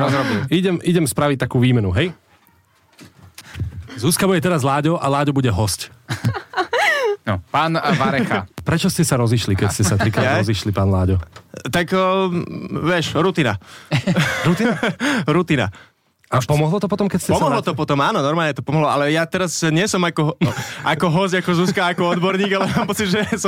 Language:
Slovak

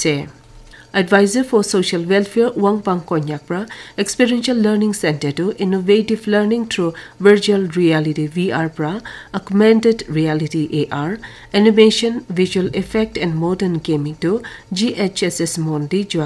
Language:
Naga Pidgin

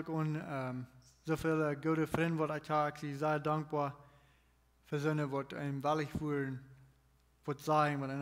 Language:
Plautdietsch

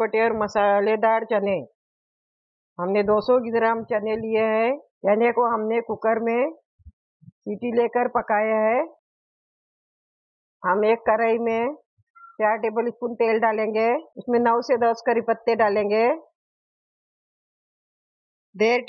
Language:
Hindi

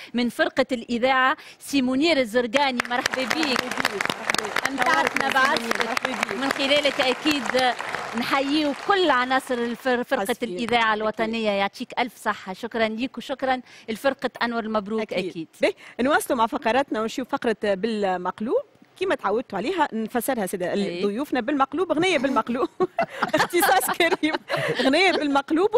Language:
Tunisian Arabic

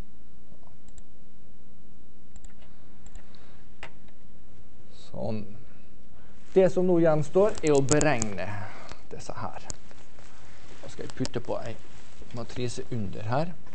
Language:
Norwegian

